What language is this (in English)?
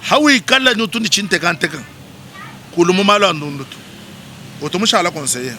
Luba-Lulua